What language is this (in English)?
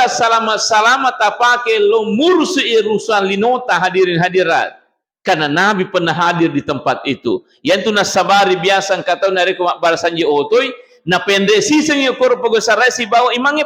Buginese